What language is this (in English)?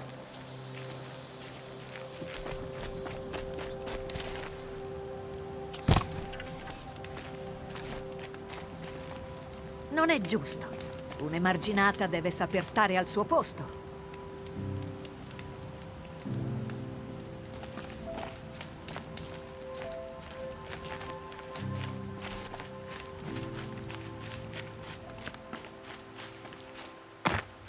Italian